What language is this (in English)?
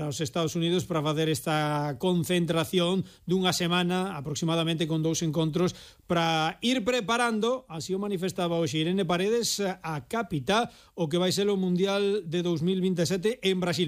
Galician